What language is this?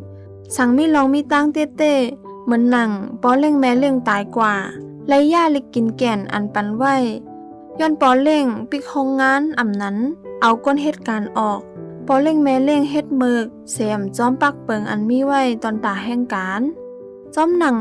Shan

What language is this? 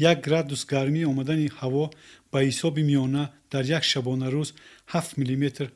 Tajik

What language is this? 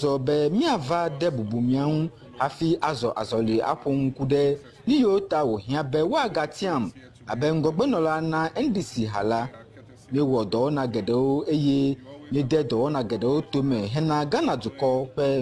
Ewe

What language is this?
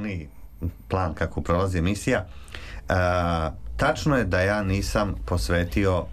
Serbian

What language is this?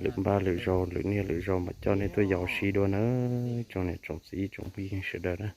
Hmong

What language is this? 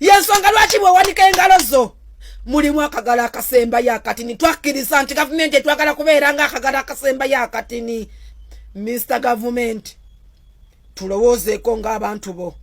Ganda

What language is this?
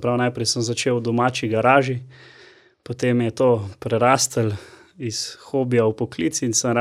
Slovenian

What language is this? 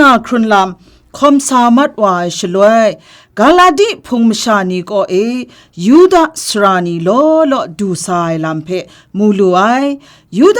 Kachin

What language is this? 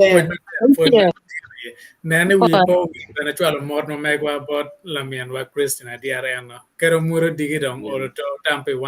Acoli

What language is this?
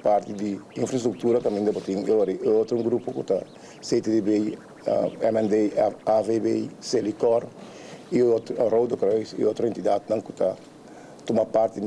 Papiamento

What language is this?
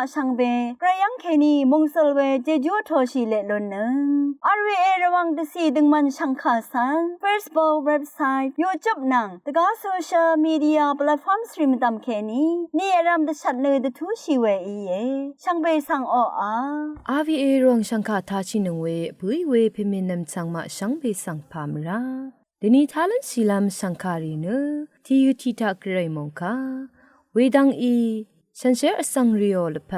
Rawang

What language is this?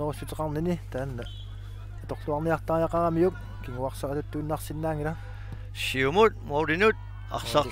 Kalaallisut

